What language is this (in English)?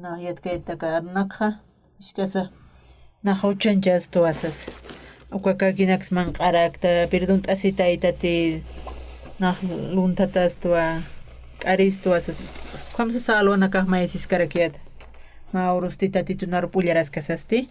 Aymara